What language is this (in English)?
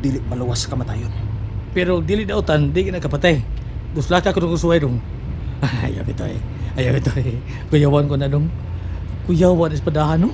Cebuano